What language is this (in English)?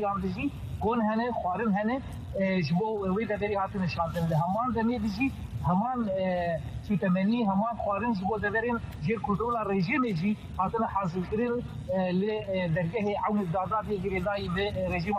Kurdish